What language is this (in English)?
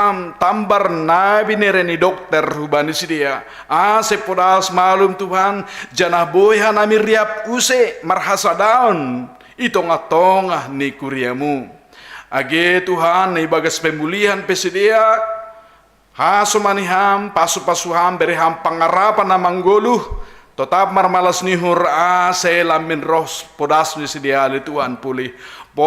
Batak Simalungun